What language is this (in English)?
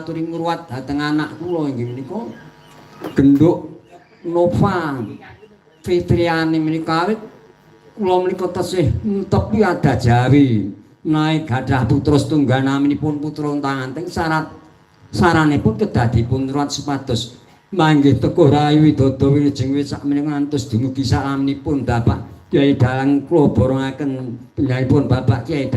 Javanese